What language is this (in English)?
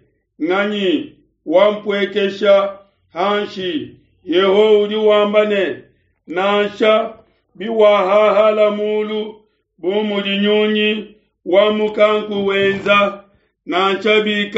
Luba-Lulua